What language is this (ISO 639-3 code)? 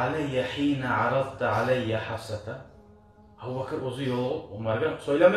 kum